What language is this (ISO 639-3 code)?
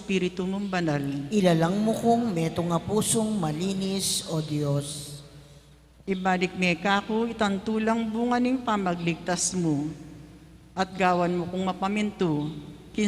pam